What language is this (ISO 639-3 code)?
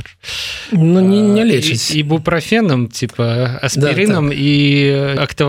bel